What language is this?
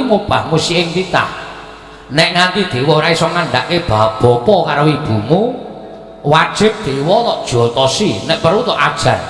Javanese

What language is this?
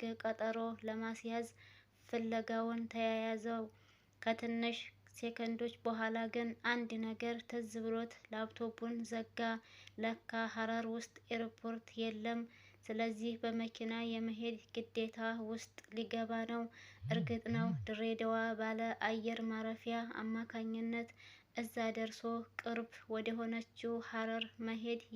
Amharic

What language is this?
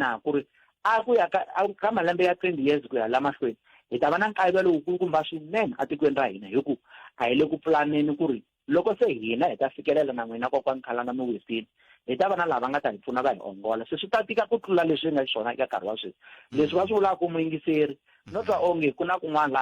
Tsonga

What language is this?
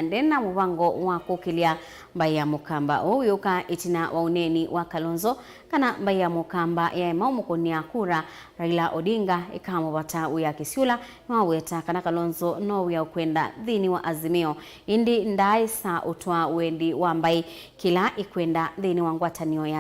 Kamba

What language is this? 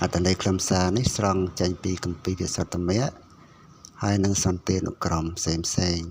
Khmer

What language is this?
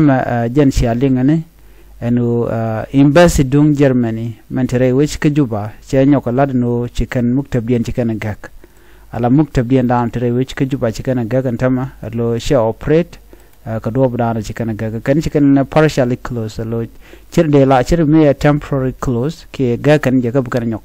Nuer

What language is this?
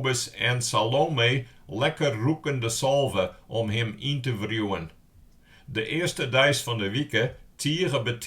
Western Frisian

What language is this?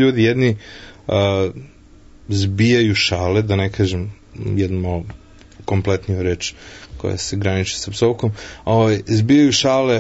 Serbian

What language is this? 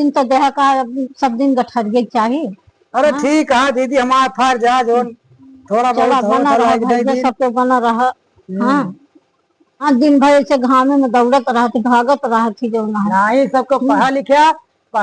Awadhi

